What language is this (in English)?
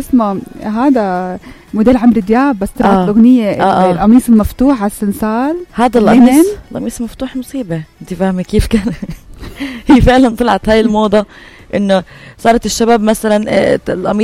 North Levantine Arabic